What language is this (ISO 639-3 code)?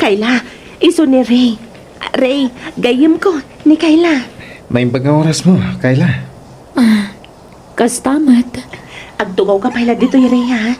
ilo